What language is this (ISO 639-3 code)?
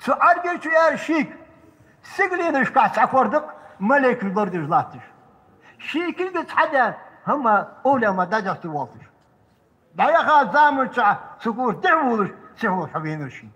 inh